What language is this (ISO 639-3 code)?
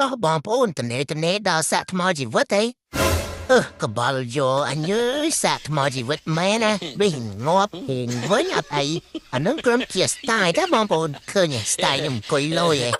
khm